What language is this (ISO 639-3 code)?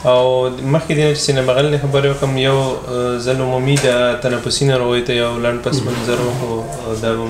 pus